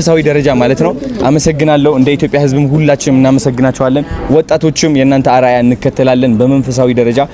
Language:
Amharic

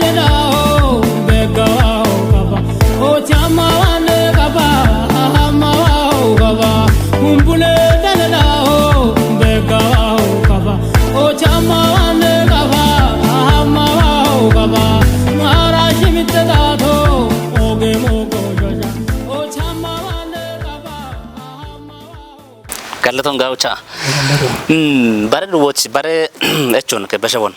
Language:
Kafa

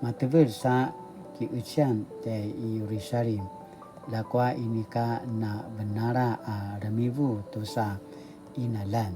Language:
Paiwan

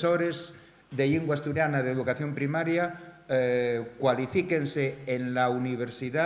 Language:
Asturian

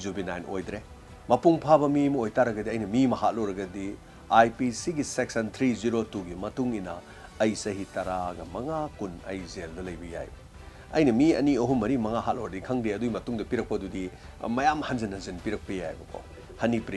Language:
Manipuri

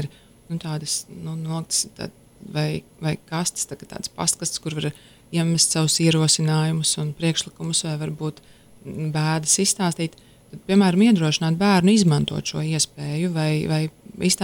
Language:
Latvian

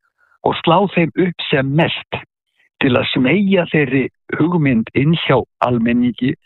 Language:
Icelandic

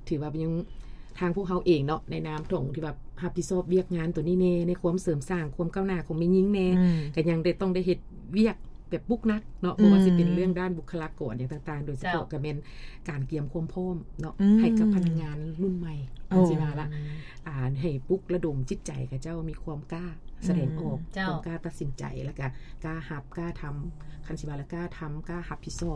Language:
Lao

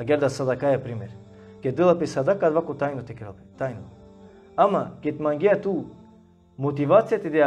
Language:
Balkan Romani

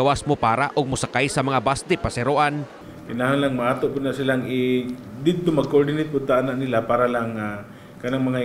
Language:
Cebuano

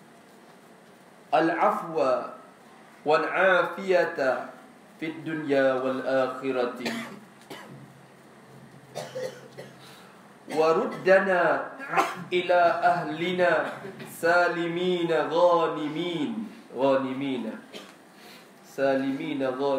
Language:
Malay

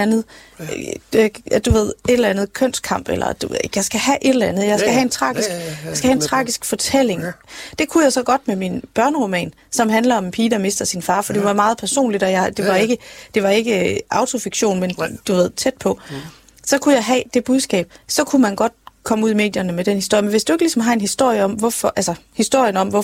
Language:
Danish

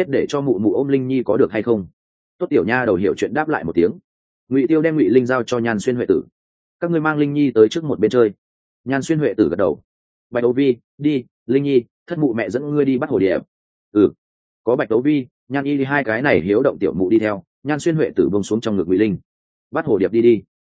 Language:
Vietnamese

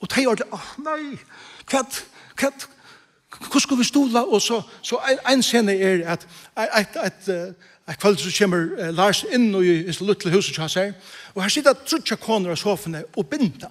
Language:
Faroese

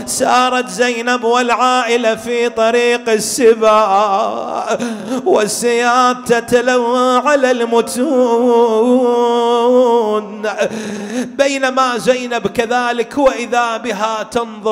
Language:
Arabic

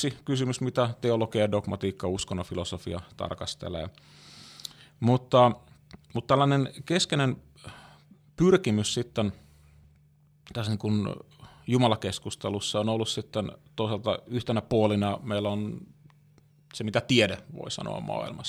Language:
Finnish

